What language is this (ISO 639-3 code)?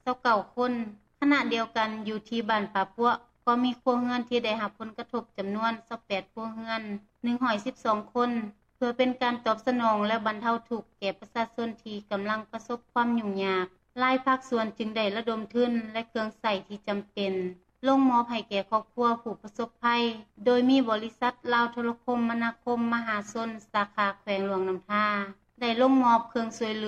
lao